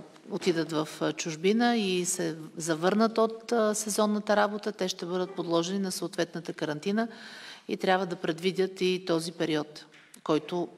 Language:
Bulgarian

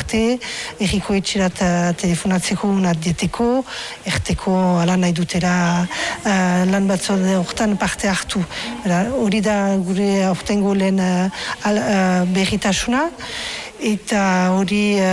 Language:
Basque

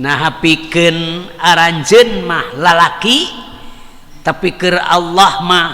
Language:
Sundanese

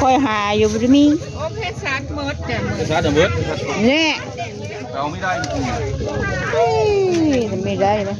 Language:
Northeastern Thai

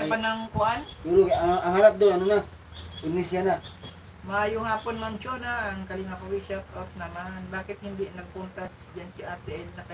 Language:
Filipino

